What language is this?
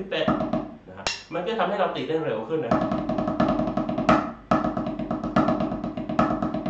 Thai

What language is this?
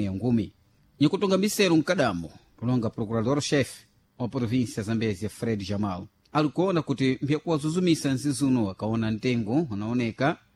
Sena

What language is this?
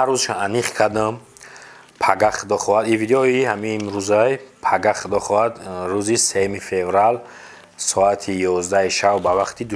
Tajik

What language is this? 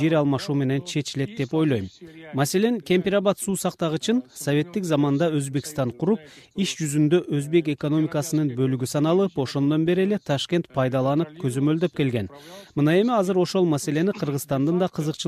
Kyrgyz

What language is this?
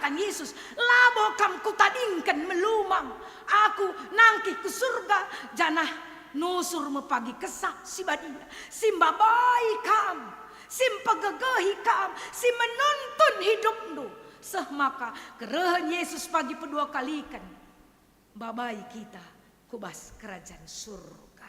Batak Karo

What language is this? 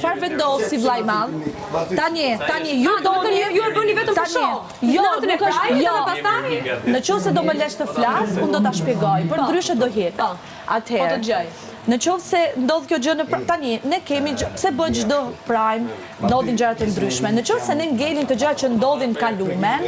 Albanian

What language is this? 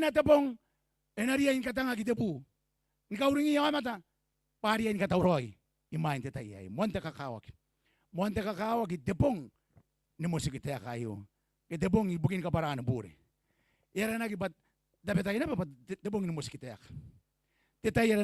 Gilbertese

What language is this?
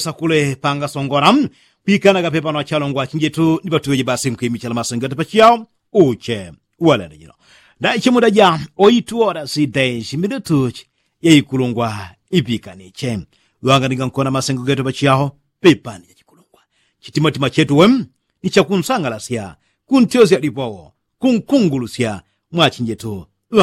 Yao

